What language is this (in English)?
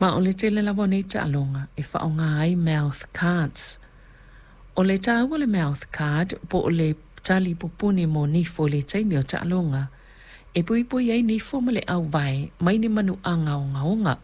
Samoan